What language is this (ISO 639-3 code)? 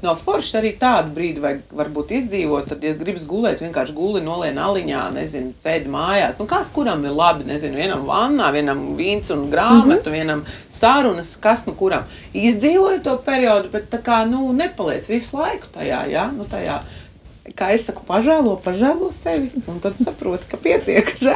lav